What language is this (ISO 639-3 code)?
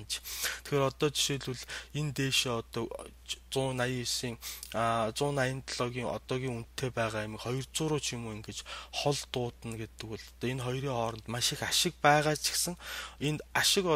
mon